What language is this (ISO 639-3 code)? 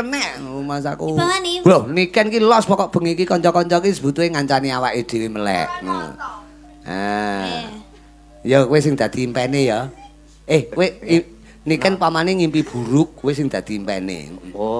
jav